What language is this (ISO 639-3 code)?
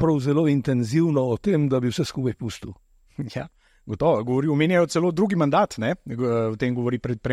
slv